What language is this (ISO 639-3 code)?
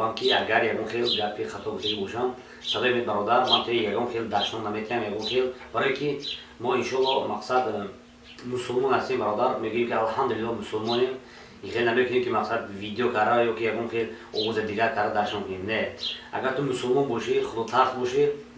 tgk